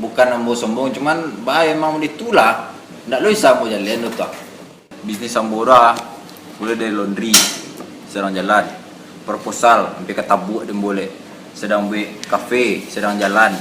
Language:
Minangkabau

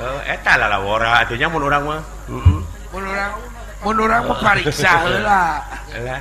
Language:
Sundanese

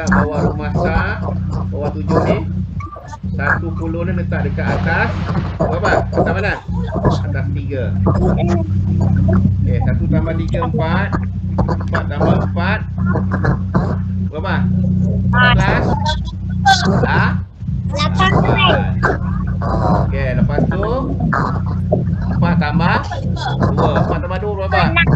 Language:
Malay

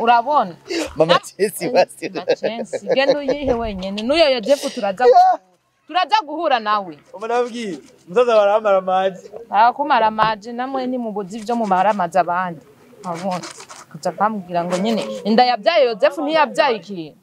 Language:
Rundi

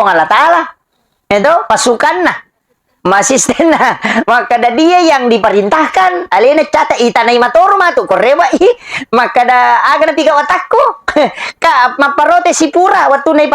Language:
Buginese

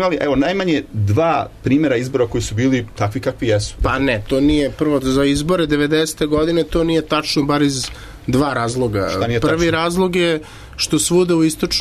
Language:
Serbian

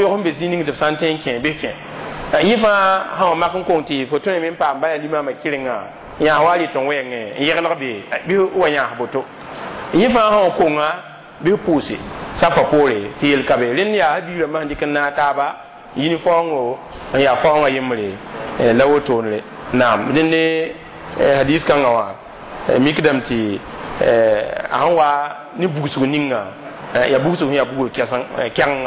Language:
Mossi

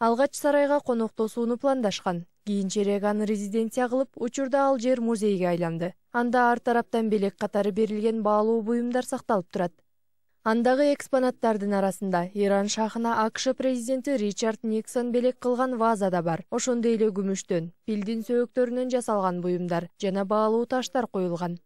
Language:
Kyrgyz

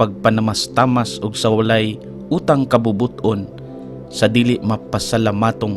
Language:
Cebuano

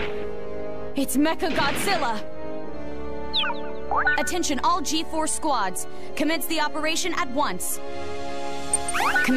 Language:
English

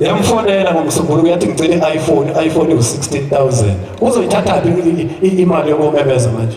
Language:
Zulu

